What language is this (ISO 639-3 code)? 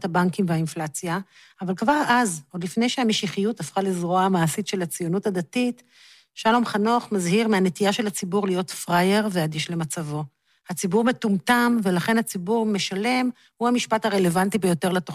heb